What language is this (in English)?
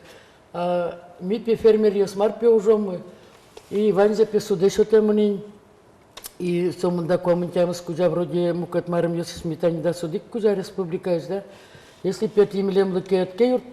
Udmurt